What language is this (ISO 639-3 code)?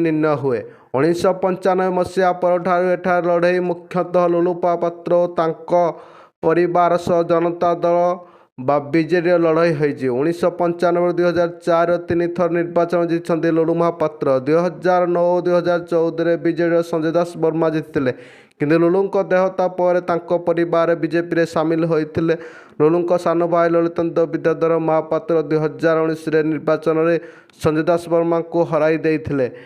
ori